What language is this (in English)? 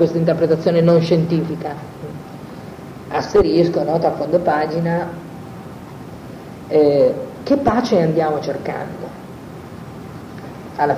Italian